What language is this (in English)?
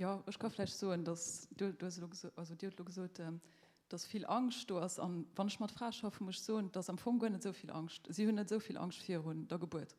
Luxembourgish